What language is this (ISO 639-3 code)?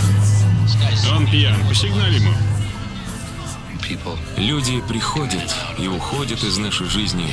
rus